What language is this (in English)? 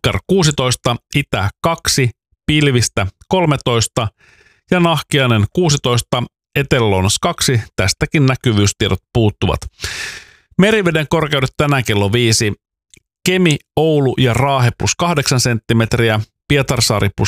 Finnish